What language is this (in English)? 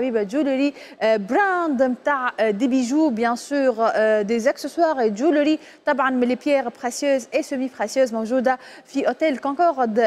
Tunisian Arabic